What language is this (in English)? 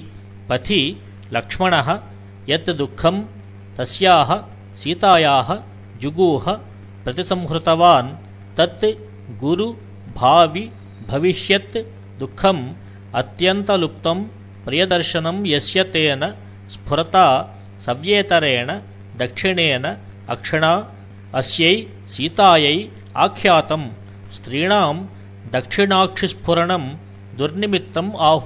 Sanskrit